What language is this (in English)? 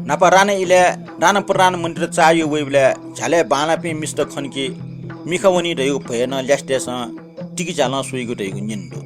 Newari